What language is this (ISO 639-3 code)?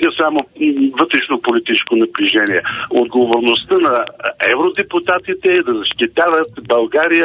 bul